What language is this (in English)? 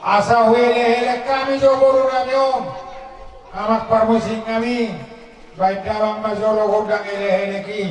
Batak Toba